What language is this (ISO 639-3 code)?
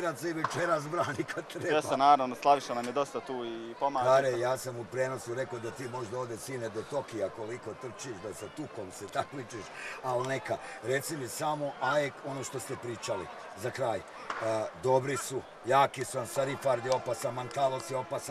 bos